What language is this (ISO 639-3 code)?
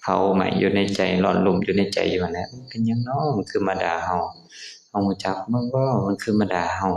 lao